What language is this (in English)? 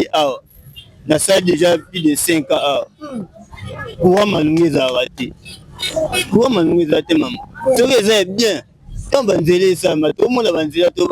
Lingala